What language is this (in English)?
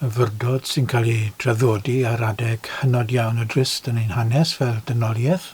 Welsh